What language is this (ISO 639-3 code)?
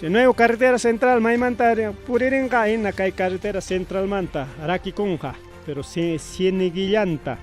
quy